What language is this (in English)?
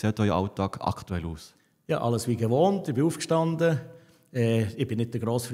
Swiss German